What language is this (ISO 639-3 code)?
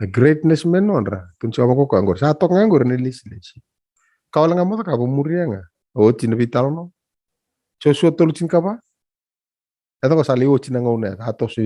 fij